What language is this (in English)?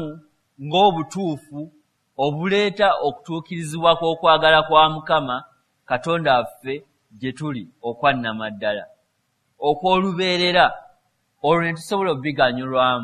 Ganda